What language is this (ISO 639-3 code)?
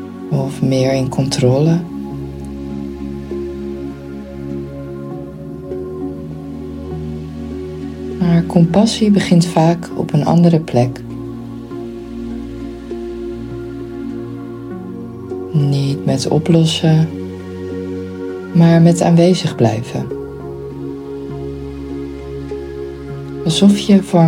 nld